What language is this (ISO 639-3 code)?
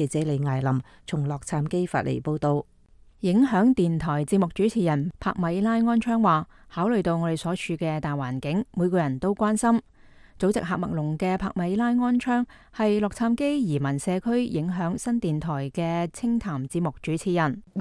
yue